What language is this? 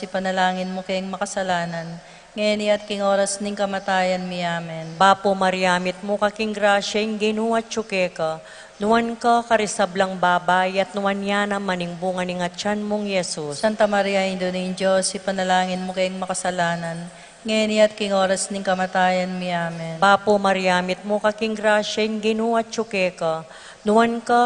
Pampanga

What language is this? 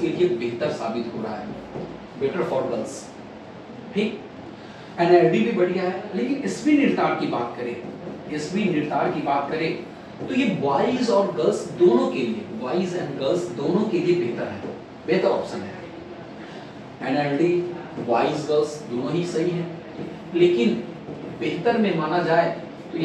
Hindi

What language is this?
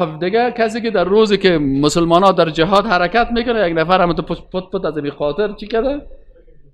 Persian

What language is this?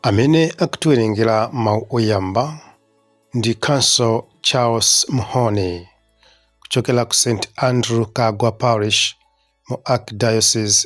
Nyanja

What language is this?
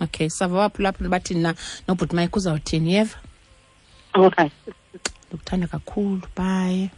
Xhosa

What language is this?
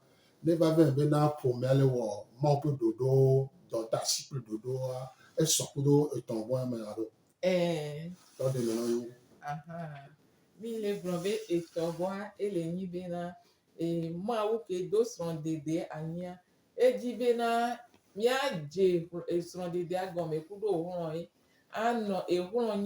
Gen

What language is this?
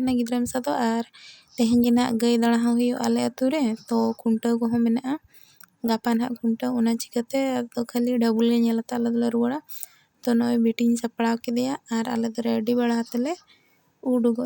Santali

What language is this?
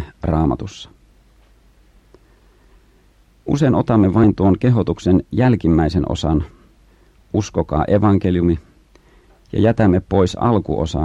Finnish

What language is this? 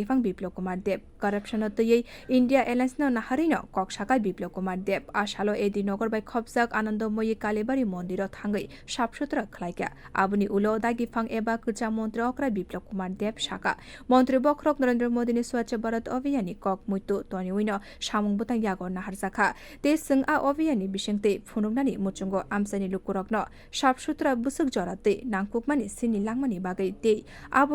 Kok Borok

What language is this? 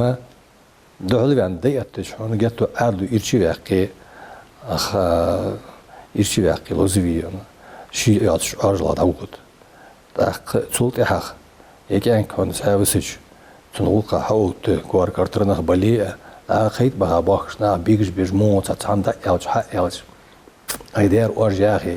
Ingush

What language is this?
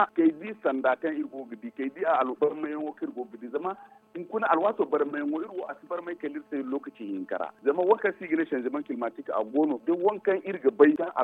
Zarma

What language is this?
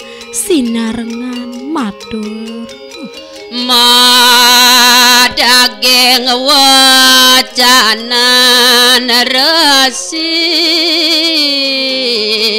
Balinese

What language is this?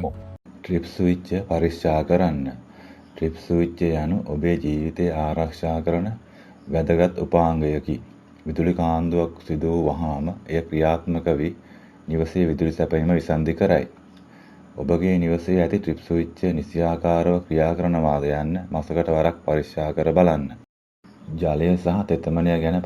Sinhala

